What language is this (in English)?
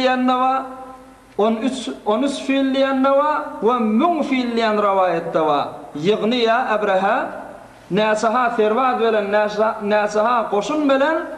Turkmen